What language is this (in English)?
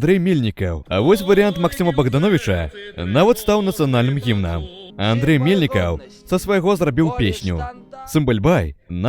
Belarusian